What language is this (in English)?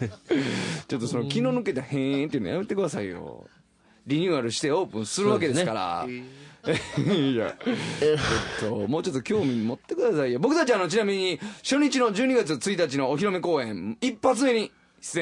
Japanese